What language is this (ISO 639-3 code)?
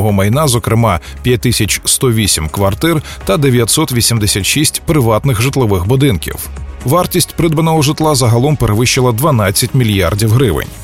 ukr